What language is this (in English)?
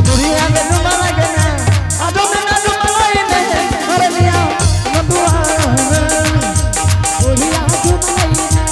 Angika